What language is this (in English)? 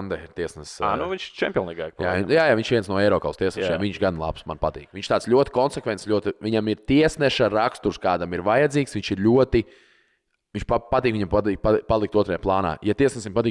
Latvian